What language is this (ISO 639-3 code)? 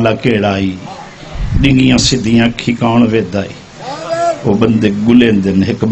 skr